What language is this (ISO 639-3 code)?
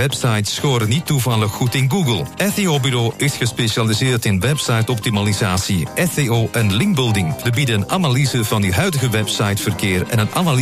nld